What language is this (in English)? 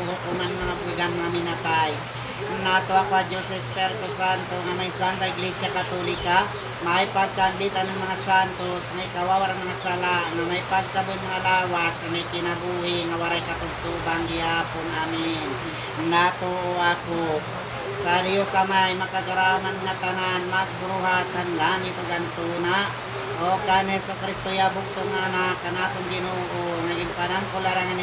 Waray